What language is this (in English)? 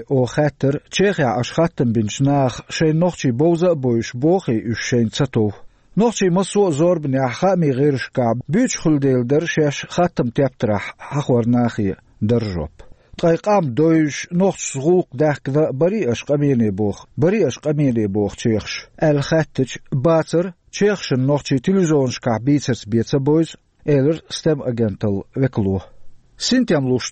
Chechen